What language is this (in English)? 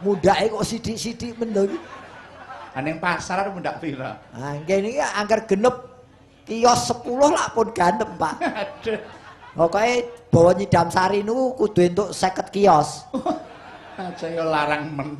Javanese